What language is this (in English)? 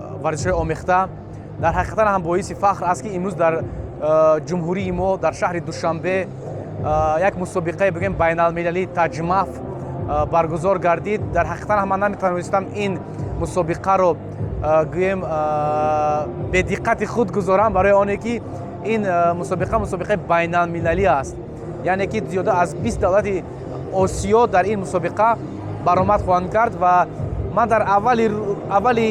Tajik